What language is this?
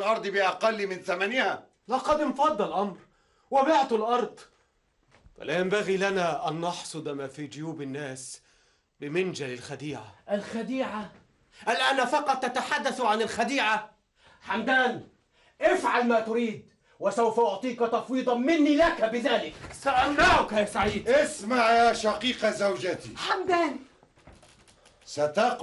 Arabic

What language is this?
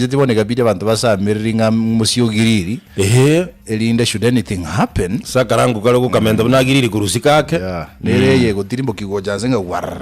Gusii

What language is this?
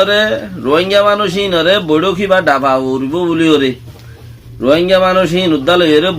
Rohingya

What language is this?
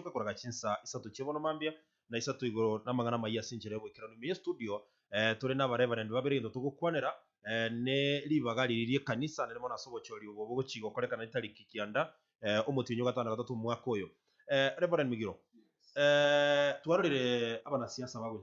Gusii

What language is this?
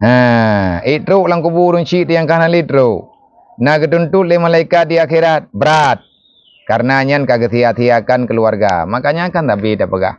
Achinese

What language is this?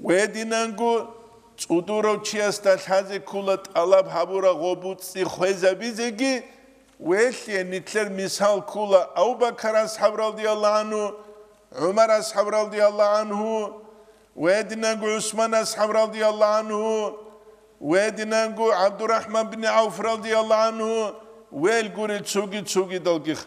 Avaric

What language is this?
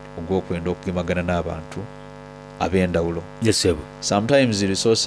Soga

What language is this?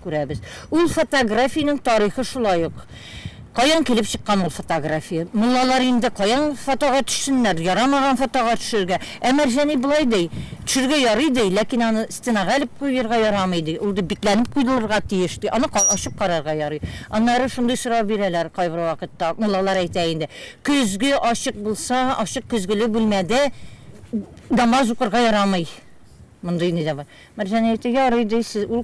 Tatar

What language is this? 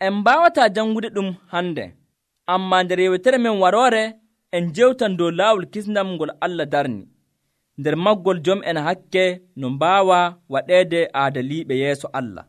Nigerian Fulfulde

